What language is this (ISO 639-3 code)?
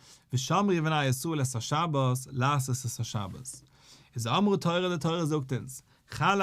yid